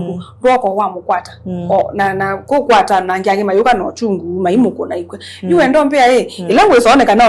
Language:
Kamba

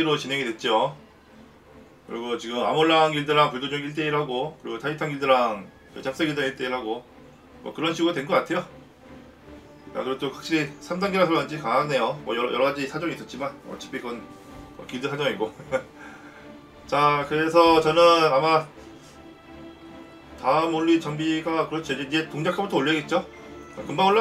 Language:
Korean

